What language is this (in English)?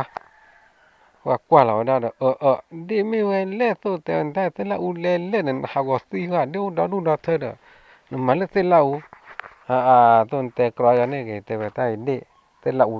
S'gaw Karen